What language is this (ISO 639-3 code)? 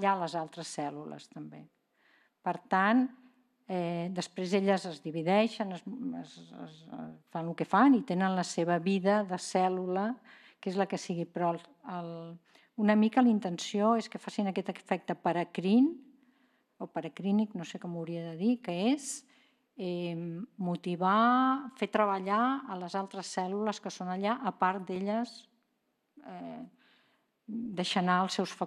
cat